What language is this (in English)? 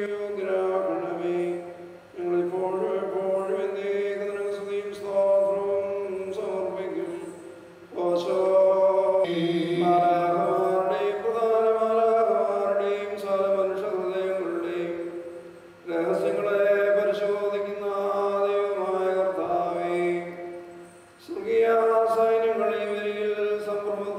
Malayalam